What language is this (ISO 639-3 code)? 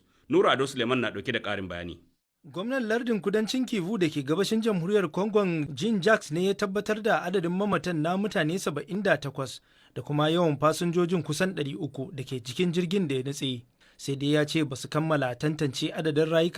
hau